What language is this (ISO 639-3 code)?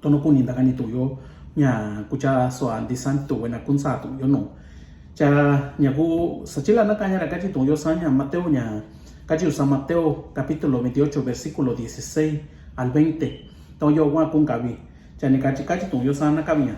mix